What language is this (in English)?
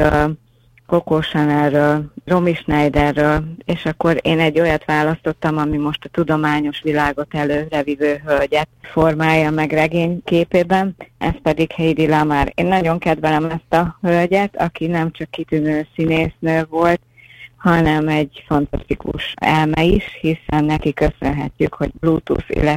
Hungarian